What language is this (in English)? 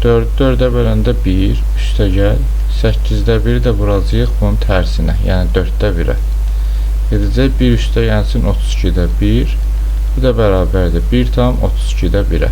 Azerbaijani